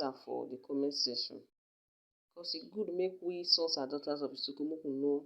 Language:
Nigerian Pidgin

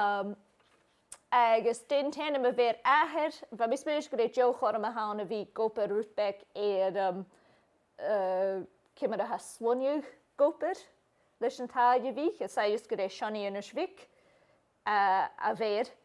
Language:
Scottish Gaelic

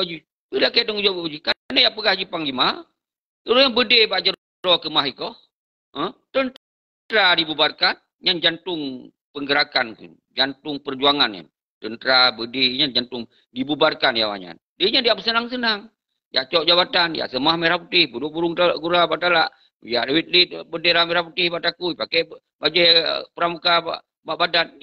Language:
Achinese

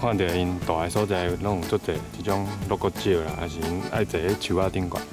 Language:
Min Nan Chinese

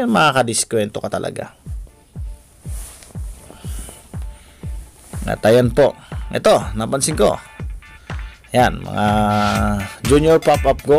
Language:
Filipino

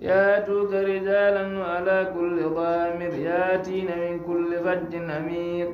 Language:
Fula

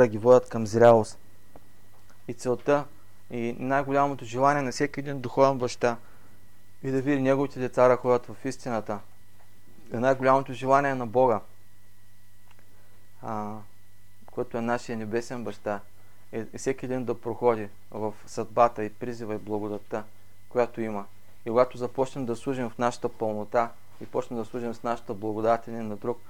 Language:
Bulgarian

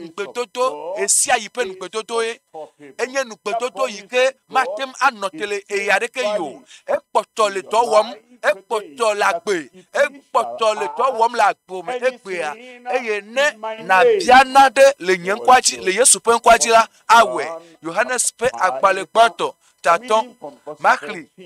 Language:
Ewe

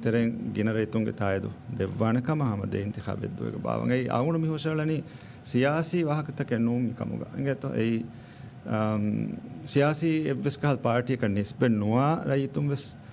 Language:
Divehi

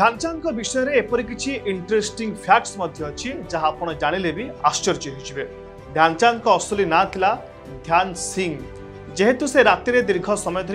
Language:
Odia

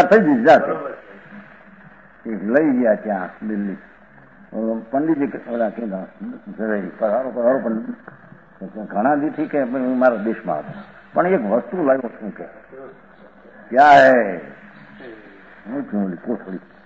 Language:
Gujarati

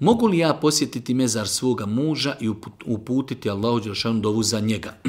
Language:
Bosnian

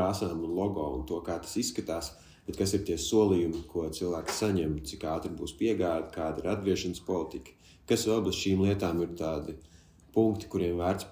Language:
Latvian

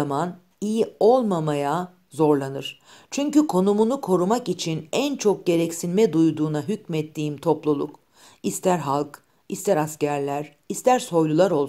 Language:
Turkish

